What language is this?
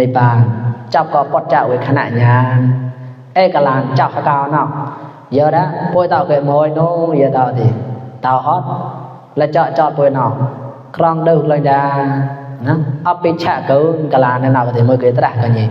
Mon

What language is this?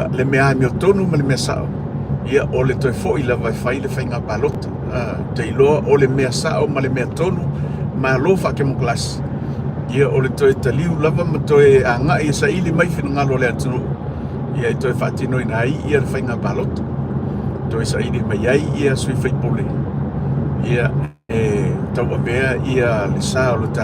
Samoan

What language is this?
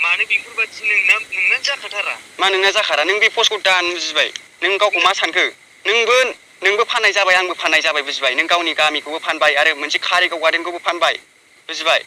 Bodo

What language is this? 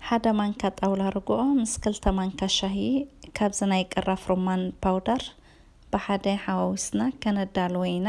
Tigrinya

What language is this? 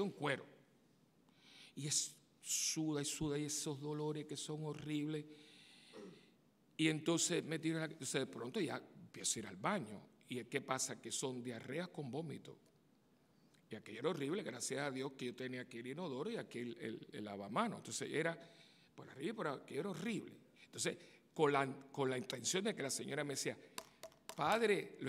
Spanish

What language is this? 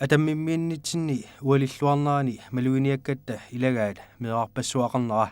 Kalaallisut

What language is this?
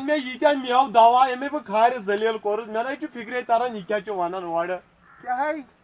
Kashmiri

